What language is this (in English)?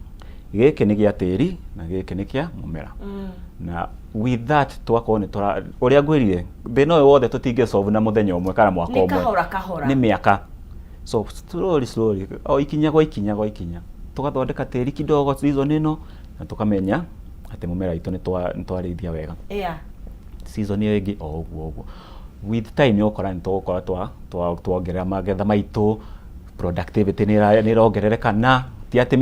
Kikuyu